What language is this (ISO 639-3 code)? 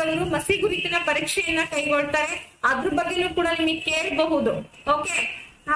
kan